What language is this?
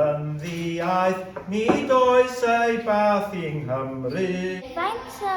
Welsh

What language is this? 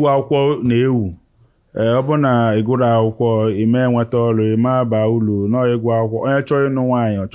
Igbo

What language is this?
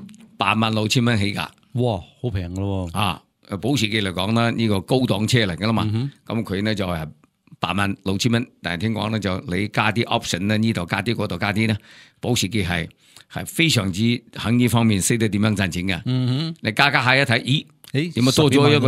Cantonese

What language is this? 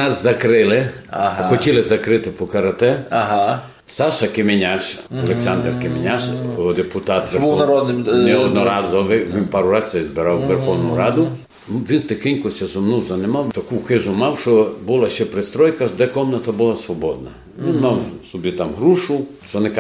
Ukrainian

